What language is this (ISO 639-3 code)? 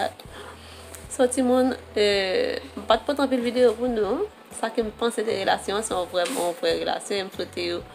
hat